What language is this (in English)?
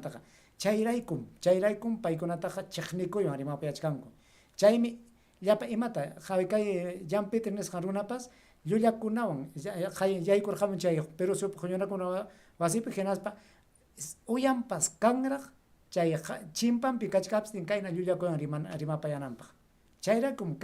Ayacucho Quechua